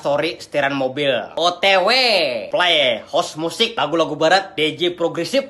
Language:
Banjar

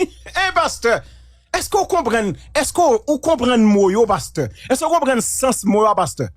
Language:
Haitian Creole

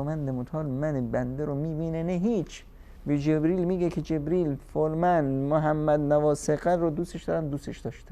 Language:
Persian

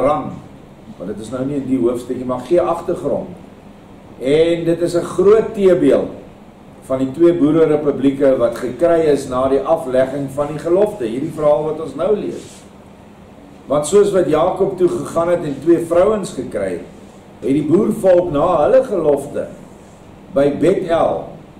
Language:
Afrikaans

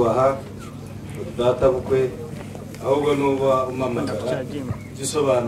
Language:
Kinyarwanda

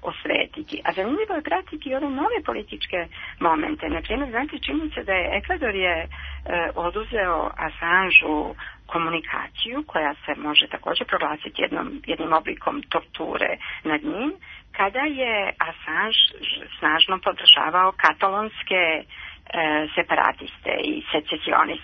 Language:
Serbian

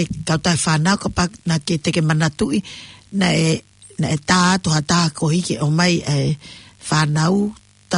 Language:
Tongan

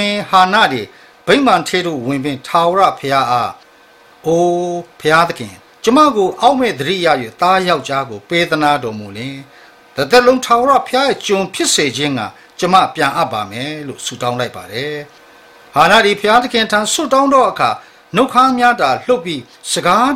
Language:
Burmese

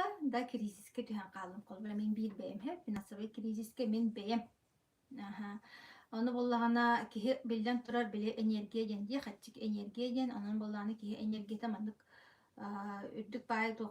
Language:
Yakut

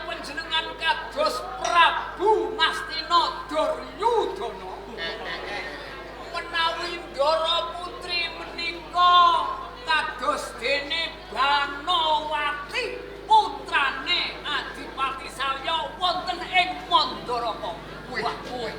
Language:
Javanese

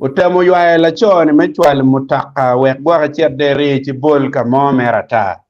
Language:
Acoli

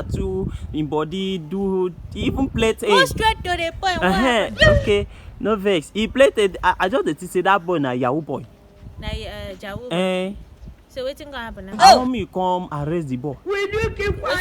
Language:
Nigerian Pidgin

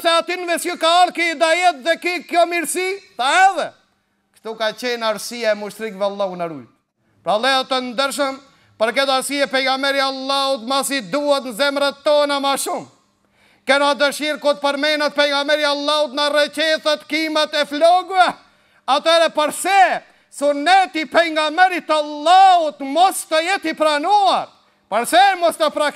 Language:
Albanian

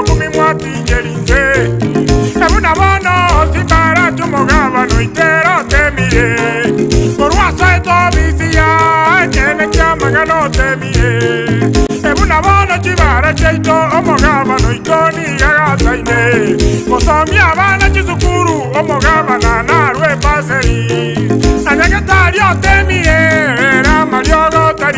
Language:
Gusii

